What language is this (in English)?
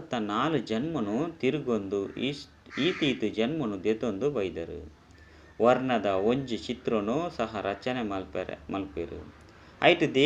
Tulu